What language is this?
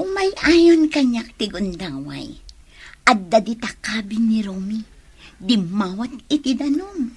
Iloko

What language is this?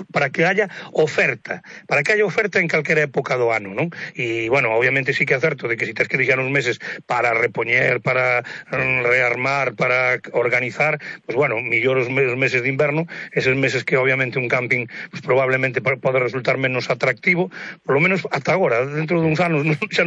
Galician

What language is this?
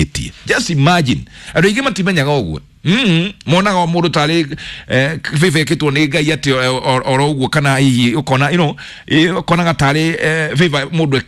Kikuyu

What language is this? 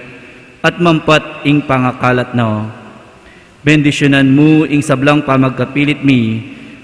Pampanga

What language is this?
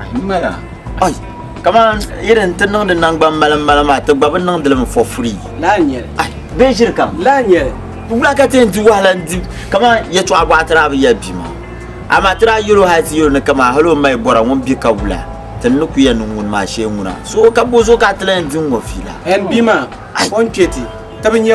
Dagbani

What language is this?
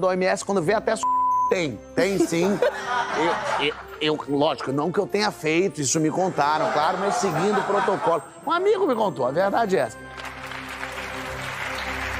Portuguese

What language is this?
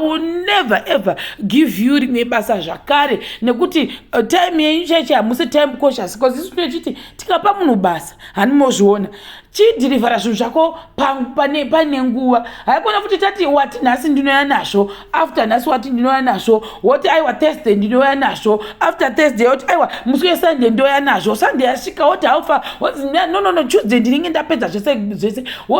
Shona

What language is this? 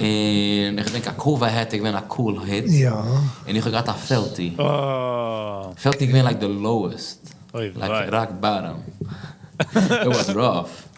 Yiddish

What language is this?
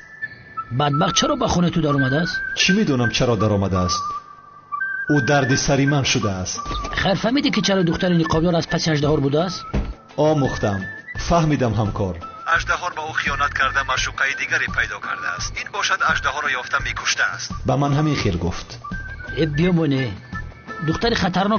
Tajik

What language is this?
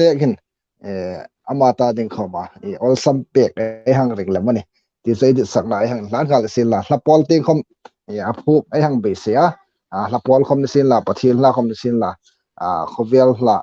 Hmar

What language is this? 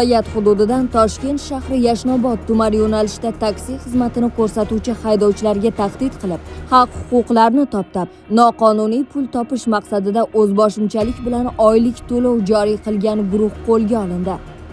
Uzbek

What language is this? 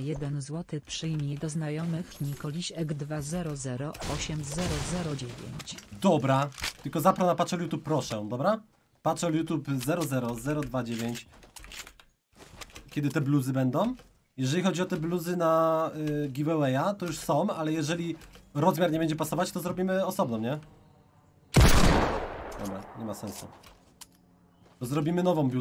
Polish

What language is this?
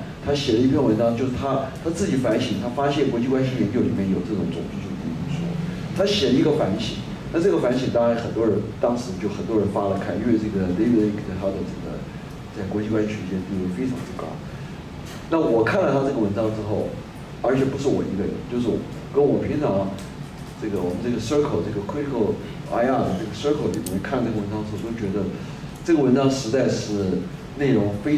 Chinese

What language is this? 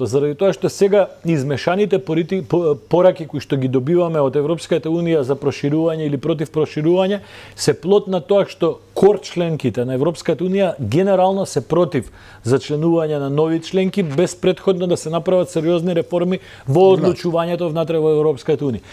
Macedonian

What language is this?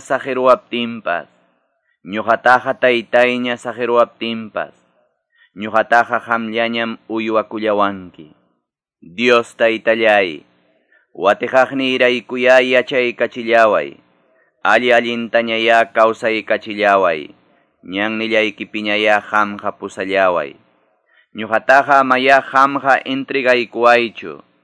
Quechua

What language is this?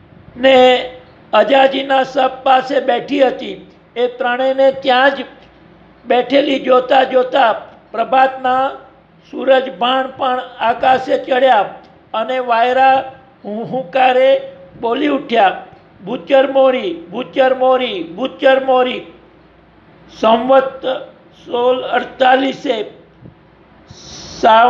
Gujarati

